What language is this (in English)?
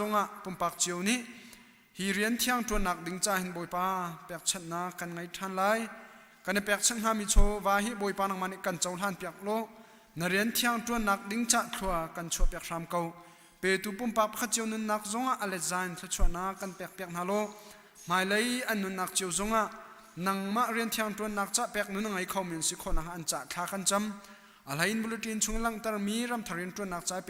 Hakha Chin